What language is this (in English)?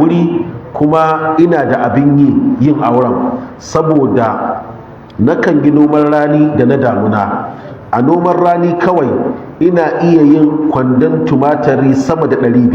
Hausa